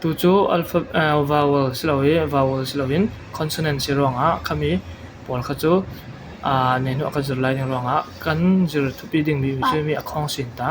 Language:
Falam Chin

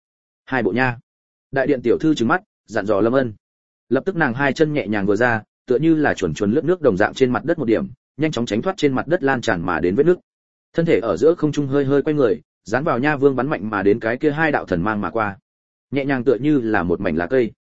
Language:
Vietnamese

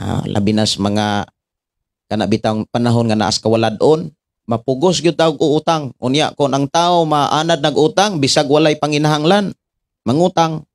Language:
Cebuano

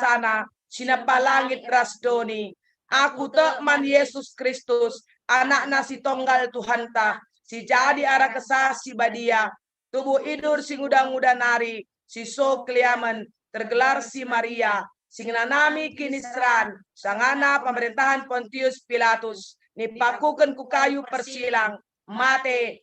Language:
Batak Karo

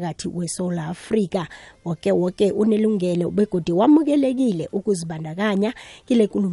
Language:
South Ndebele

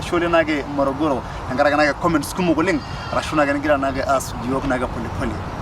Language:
Masai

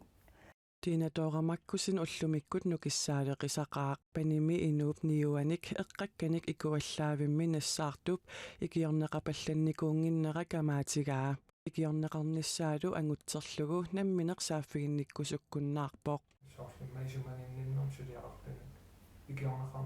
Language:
Kalaallisut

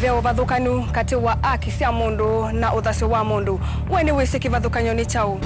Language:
Kamba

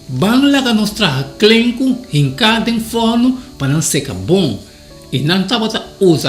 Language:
Papiamento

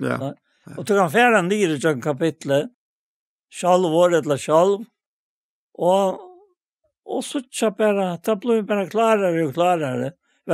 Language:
Faroese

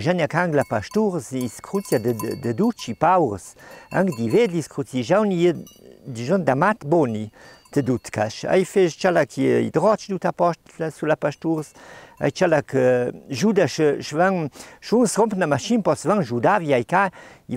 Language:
Ladin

